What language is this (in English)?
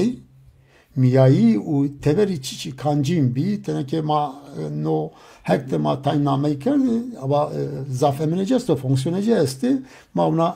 Zaza